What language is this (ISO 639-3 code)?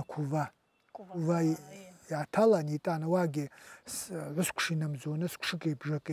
abk